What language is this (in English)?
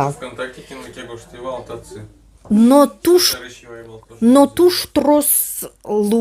Udmurt